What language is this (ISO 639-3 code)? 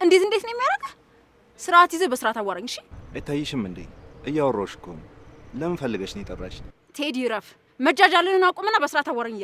amh